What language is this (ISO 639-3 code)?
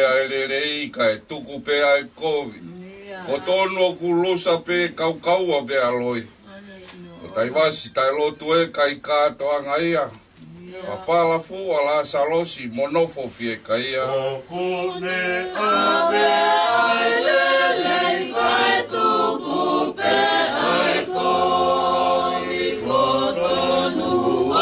ton